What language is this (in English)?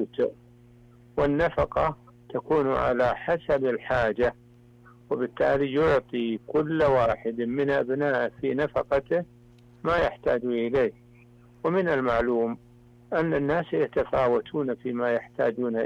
Arabic